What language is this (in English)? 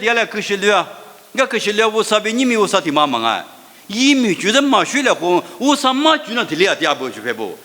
Lisu